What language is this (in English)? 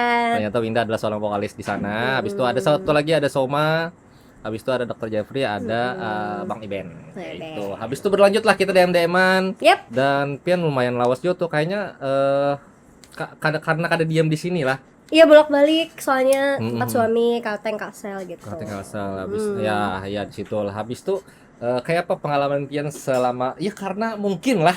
Banjar